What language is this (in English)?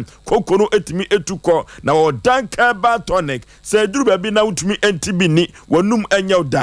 Akan